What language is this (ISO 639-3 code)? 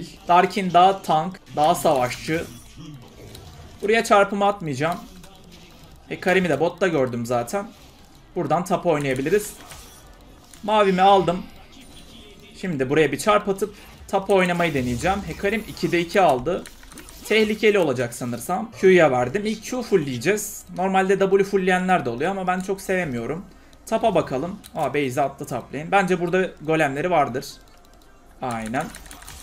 tur